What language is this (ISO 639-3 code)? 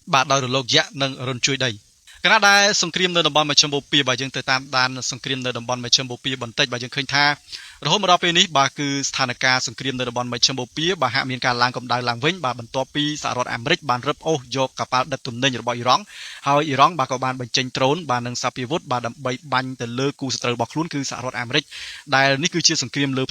khm